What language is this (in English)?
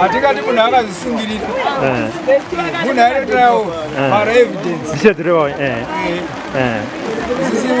Shona